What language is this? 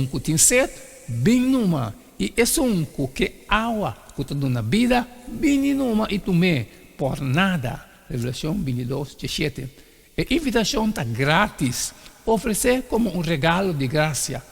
Papiamento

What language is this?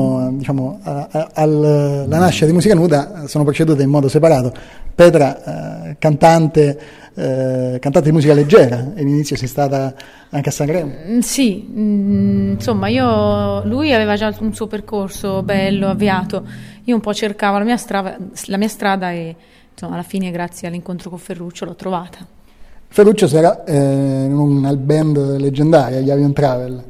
Italian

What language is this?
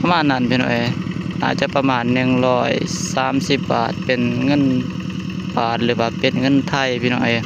Lao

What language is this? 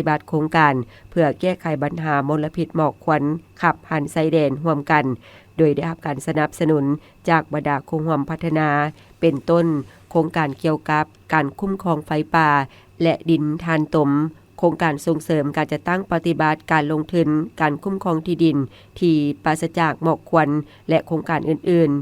Lao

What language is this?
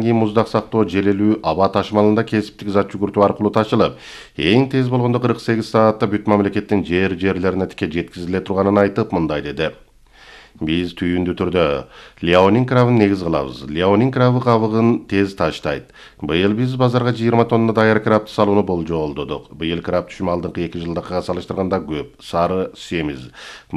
Kyrgyz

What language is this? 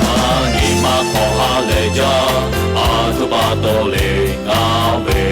Lahu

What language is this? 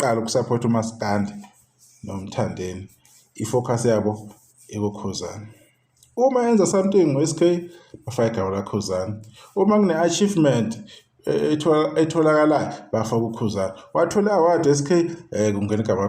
Zulu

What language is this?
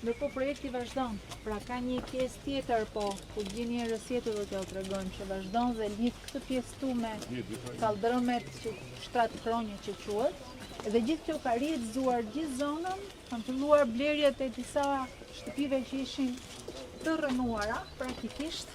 Albanian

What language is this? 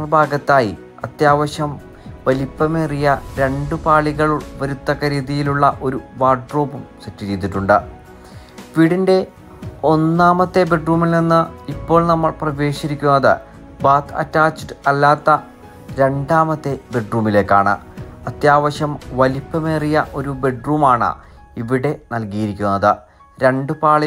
Malayalam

